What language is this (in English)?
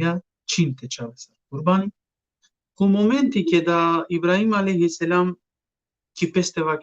Balkan Romani